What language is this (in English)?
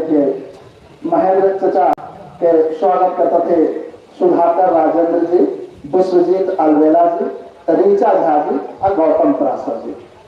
Magahi